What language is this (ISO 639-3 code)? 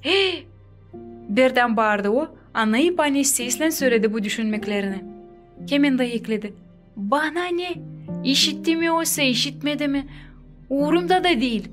gag